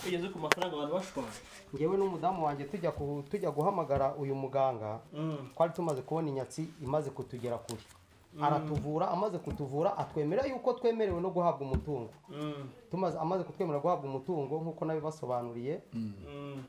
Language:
Kinyarwanda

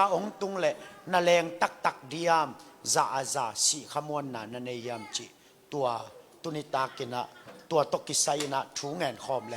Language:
Tedim Chin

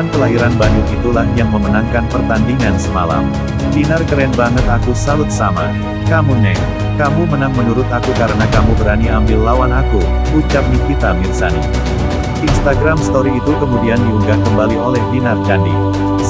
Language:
Indonesian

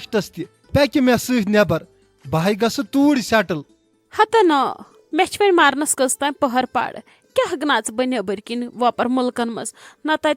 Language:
Kashmiri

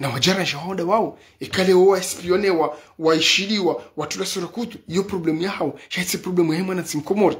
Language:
Ngazidja Comorian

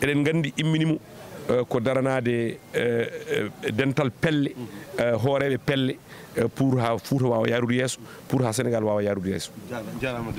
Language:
Fula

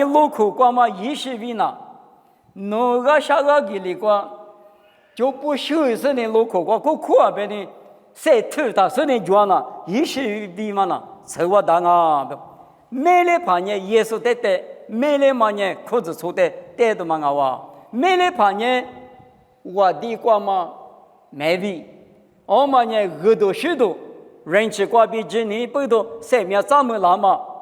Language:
Lisu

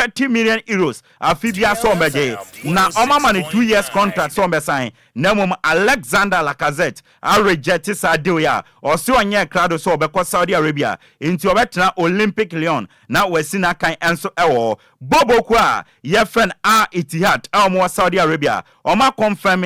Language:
Akan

